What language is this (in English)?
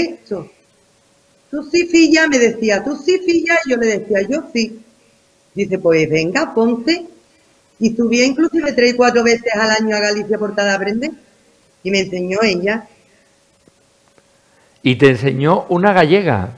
Spanish